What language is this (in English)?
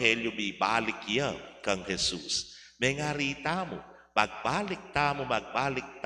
Pampanga